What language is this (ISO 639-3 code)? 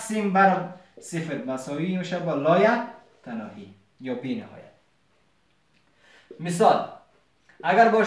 fas